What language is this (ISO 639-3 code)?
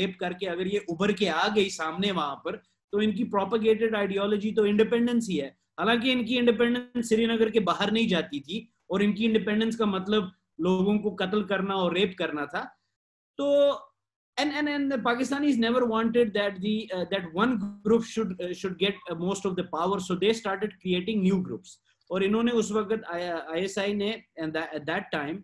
hin